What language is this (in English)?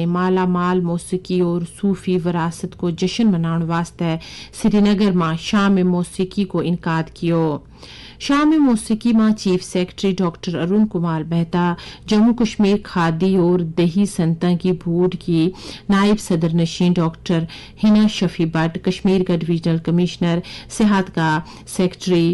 Gujari